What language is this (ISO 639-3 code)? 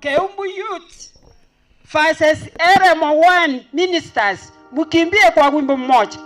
guz